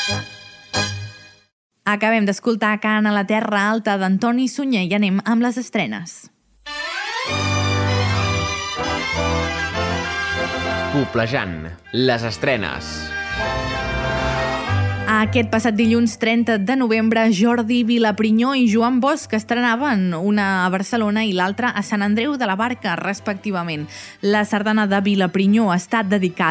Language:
Catalan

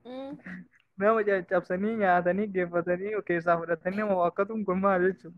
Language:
Oromo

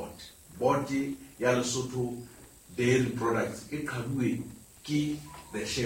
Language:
Southern Sotho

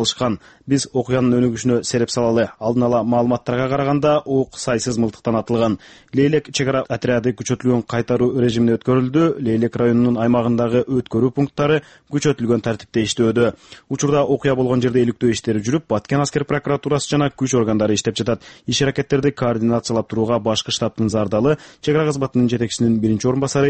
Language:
Kyrgyz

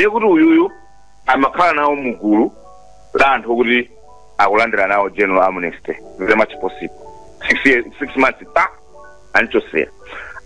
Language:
Nyanja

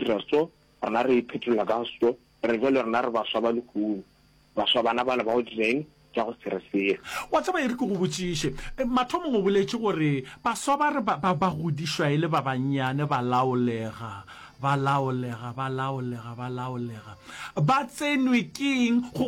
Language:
Northern Sotho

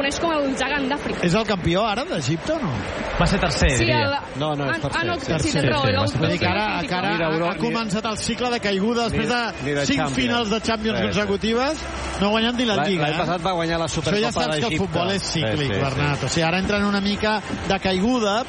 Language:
Catalan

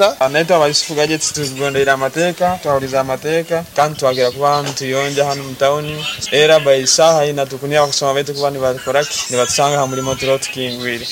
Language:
Nyoro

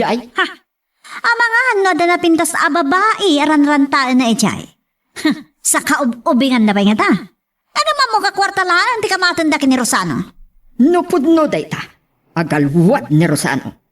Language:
Iloko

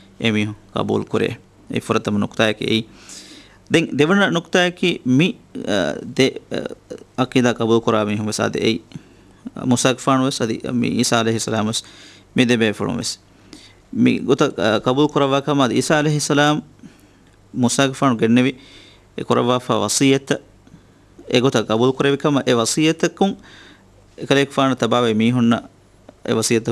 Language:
Divehi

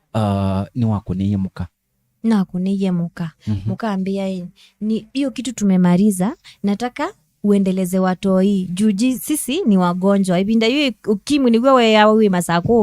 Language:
Kamba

